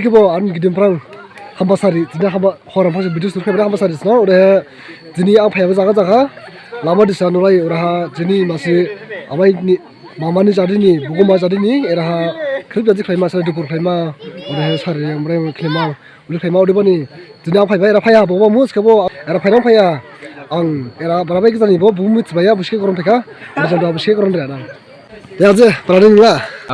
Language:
Dimasa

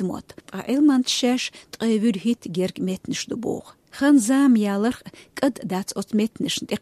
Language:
Chechen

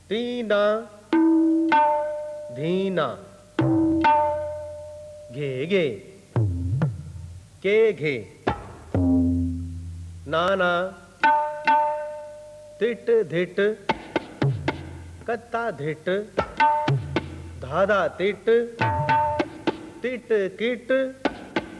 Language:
Hindi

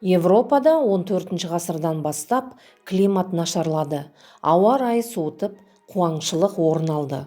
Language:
Kazakh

